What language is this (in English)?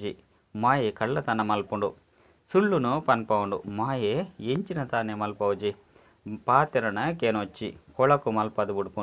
Tulu